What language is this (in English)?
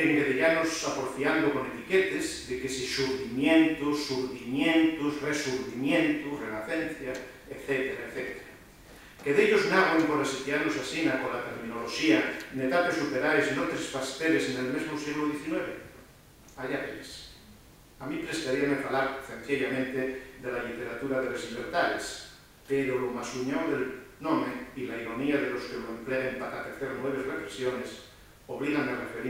Asturian